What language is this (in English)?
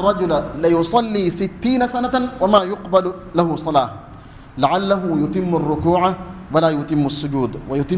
Divehi